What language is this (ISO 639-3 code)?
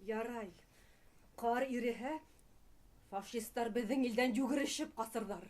bak